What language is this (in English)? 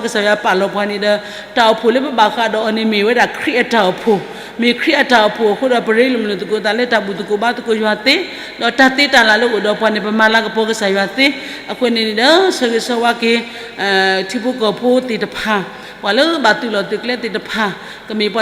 S'gaw Karen